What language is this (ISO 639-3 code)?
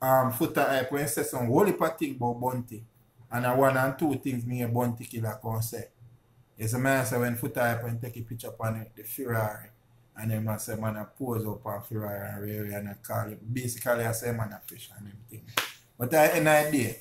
jam